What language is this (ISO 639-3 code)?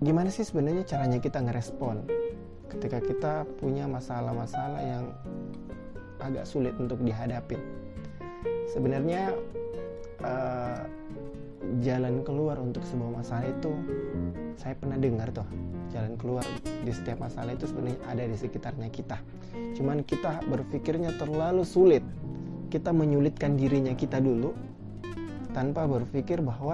ind